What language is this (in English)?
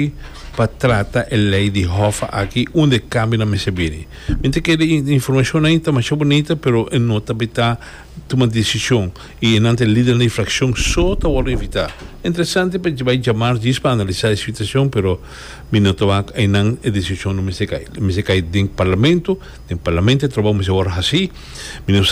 Papiamento